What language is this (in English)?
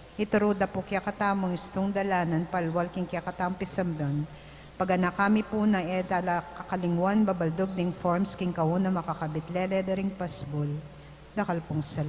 Pampanga